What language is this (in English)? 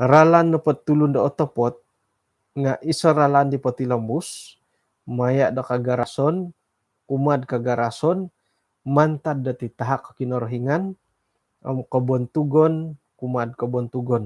Central Dusun